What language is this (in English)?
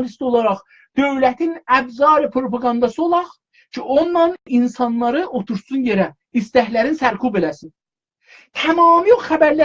South Azerbaijani